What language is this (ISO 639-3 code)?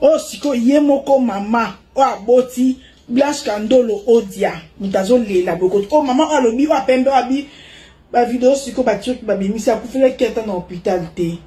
lin